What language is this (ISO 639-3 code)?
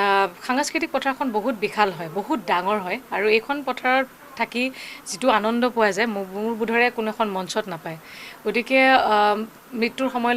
asm